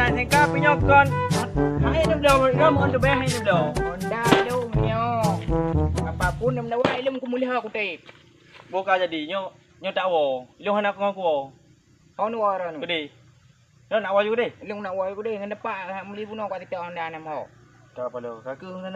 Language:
Achinese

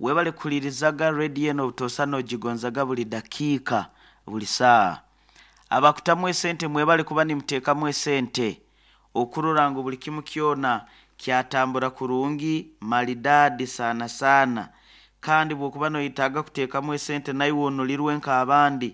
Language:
Nyoro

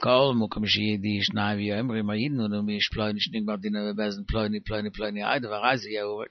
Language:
Yiddish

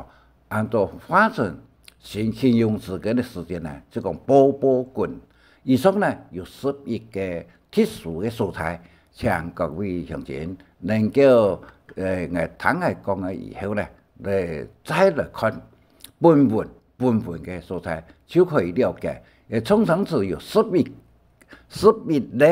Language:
Hakka Chinese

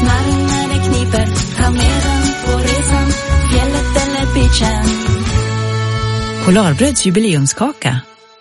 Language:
Swedish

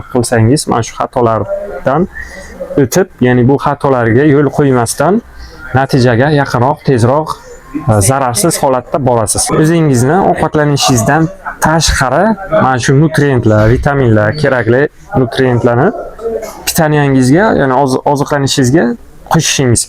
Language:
Uzbek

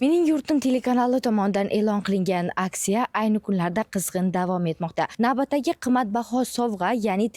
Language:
Uzbek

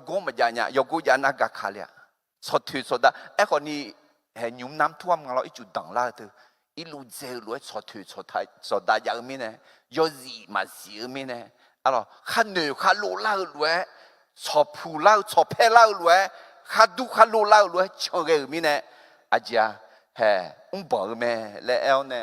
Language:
Akha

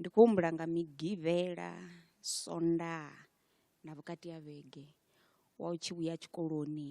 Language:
Venda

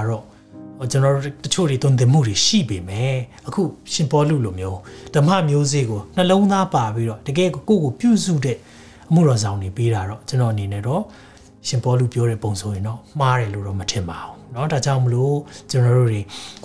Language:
Burmese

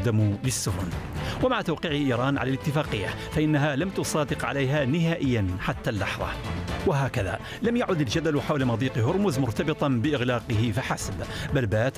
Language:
Arabic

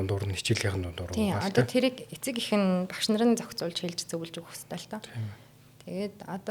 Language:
Mongolian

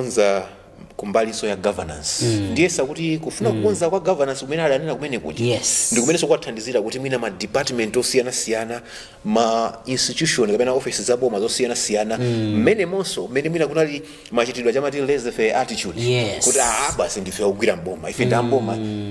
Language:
Nyanja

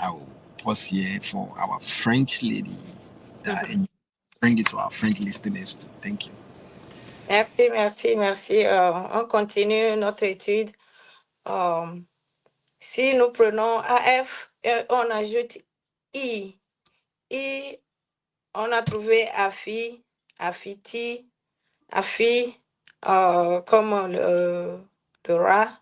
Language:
Ewe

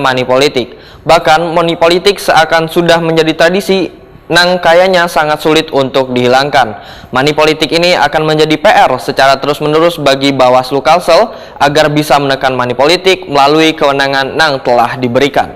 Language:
Banjar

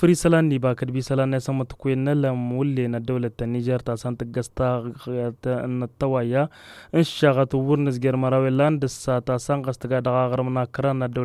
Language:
Tamasheq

